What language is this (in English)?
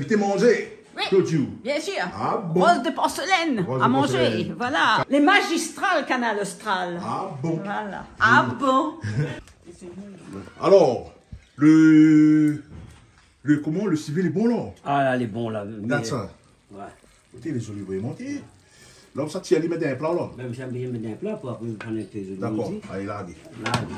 Réunion Creole French